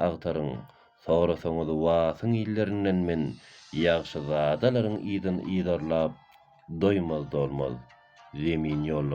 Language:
Turkmen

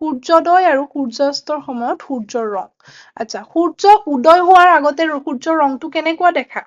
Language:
Assamese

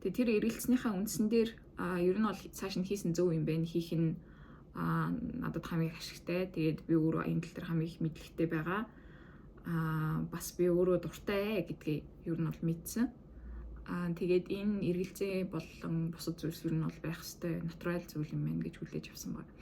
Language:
Mongolian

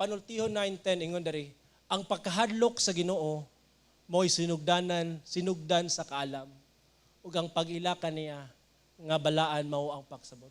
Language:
Cebuano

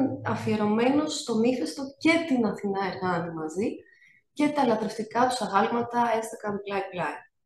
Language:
Greek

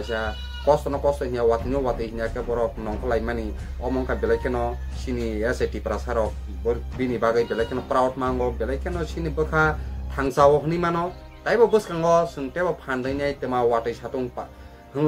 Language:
Kok Borok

